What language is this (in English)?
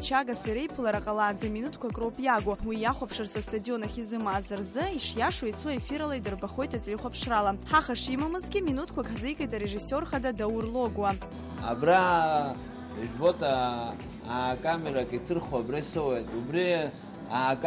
Abkhazian